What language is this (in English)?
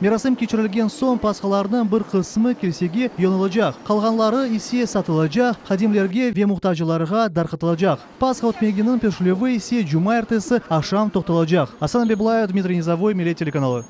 Crimean Tatar